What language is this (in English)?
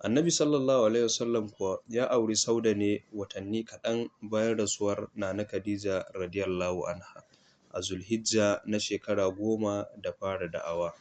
Hausa